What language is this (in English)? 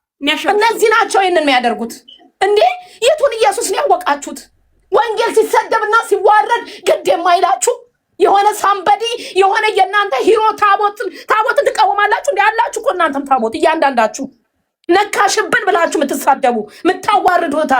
Amharic